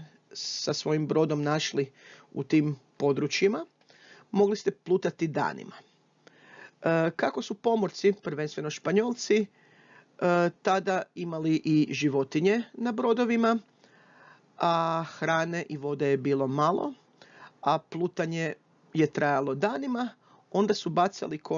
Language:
Croatian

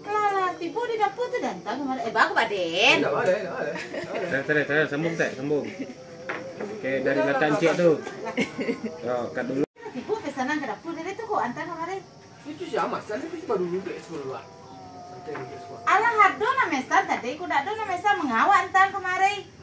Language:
Minangkabau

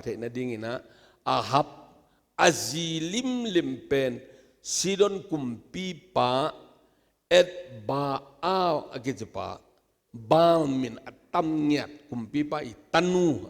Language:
Tedim Chin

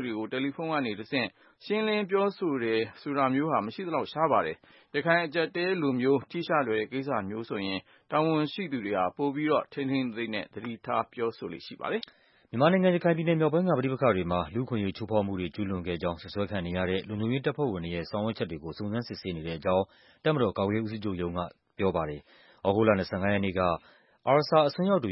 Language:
Burmese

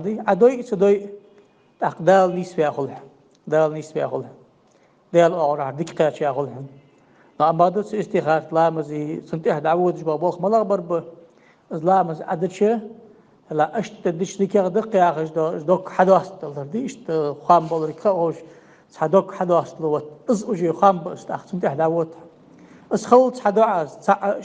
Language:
Ingush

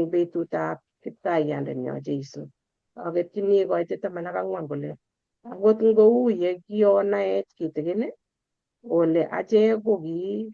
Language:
Kalenjin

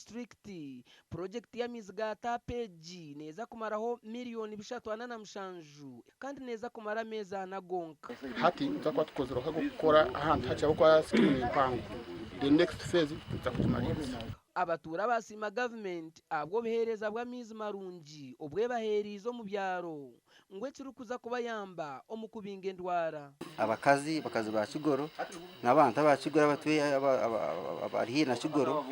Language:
Nyankole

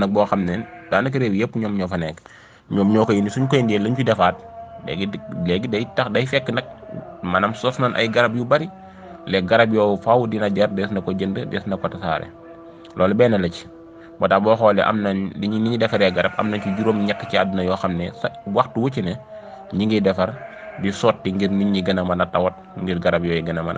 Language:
Wolof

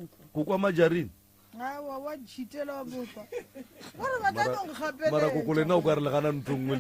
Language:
Northern Sotho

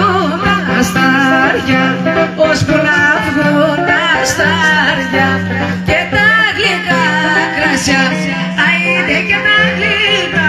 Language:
Greek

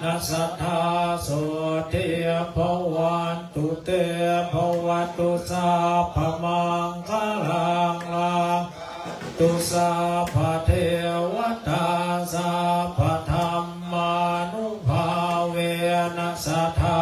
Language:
Pali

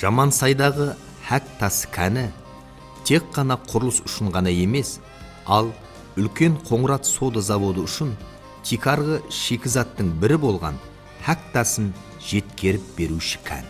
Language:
Kara-Kalpak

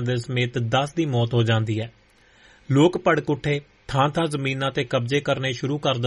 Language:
Punjabi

